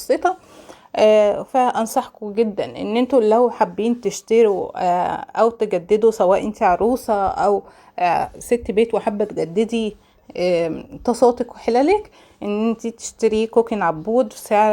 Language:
Egyptian Arabic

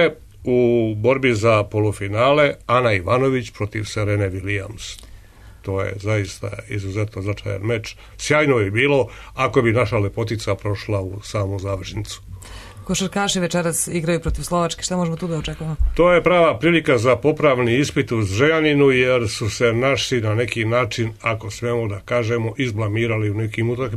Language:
Serbian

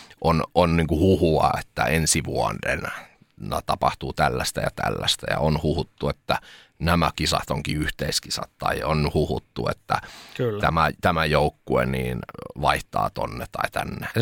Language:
Finnish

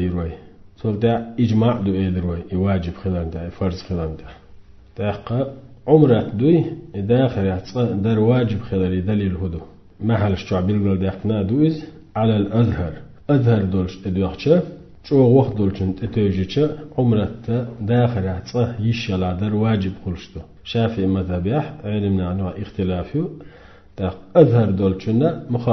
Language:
Chechen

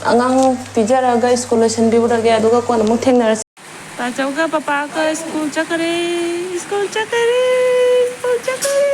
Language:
Manipuri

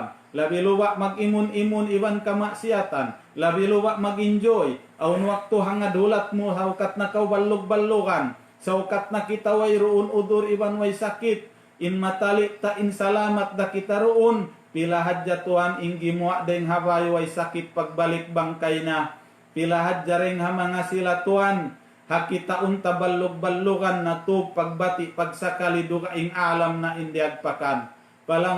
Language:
Tausug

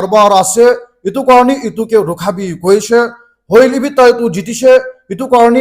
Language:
Naga Pidgin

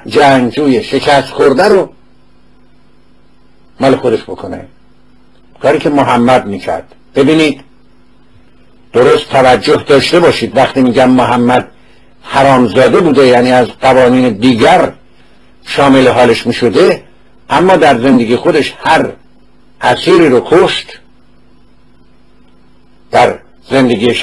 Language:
Persian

